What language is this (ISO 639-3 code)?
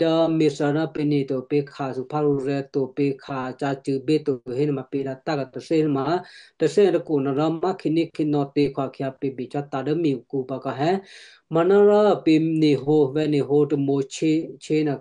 kyu